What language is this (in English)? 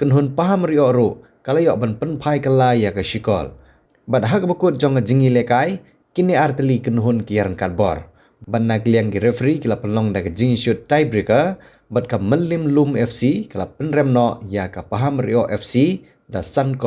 Khasi